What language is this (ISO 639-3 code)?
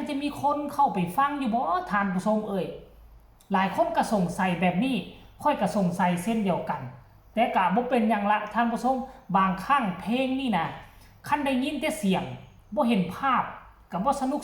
tts